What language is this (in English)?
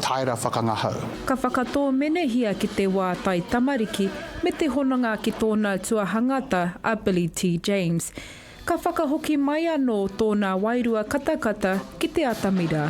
Māori